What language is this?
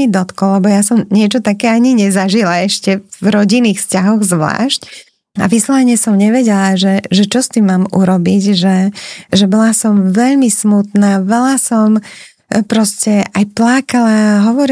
Slovak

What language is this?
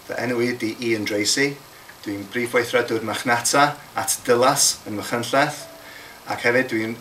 Welsh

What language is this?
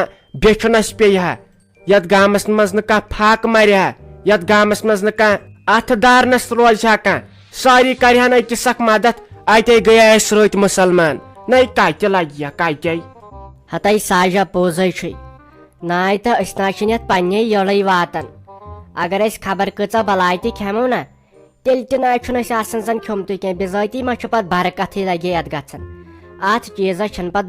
Kashmiri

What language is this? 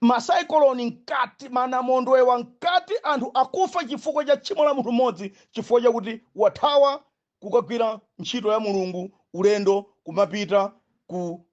Nyanja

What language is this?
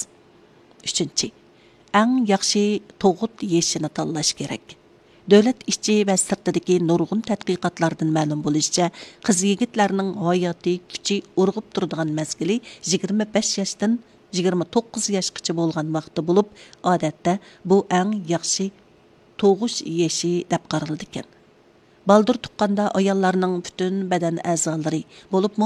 Uyghur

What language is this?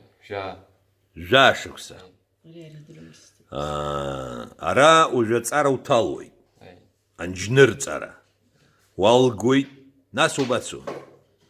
Abkhazian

